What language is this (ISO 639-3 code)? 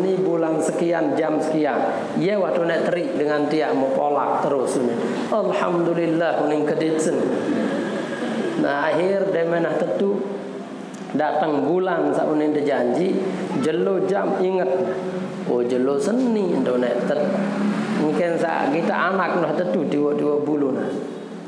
sas